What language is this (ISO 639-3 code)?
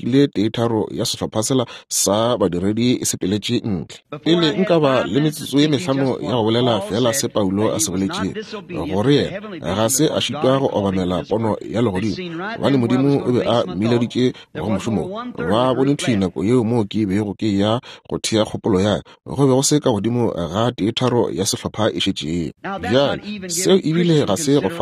nso